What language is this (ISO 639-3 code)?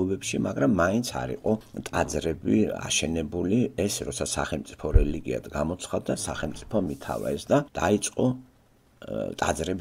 kat